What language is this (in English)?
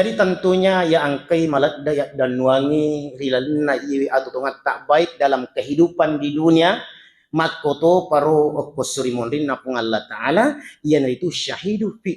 Buginese